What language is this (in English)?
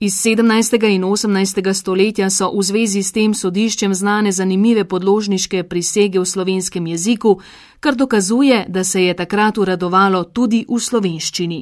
Slovenian